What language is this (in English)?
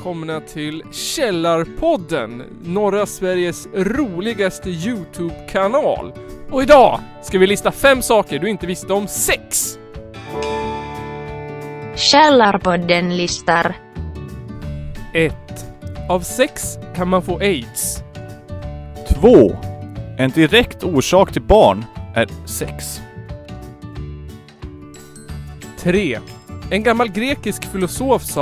Swedish